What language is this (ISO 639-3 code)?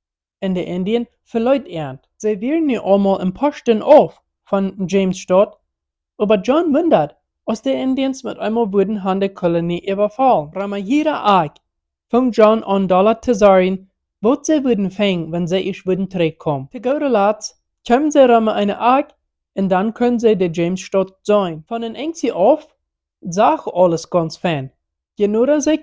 pdt